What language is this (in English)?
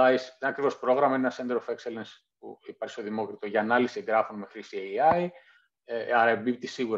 Greek